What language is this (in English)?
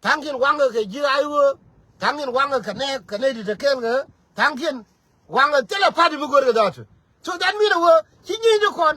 Nuer